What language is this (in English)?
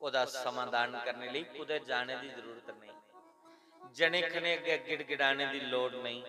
Dogri